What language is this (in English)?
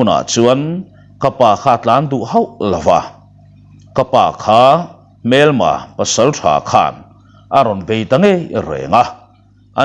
Mizo